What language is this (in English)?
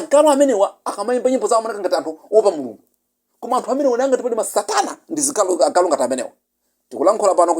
Nyanja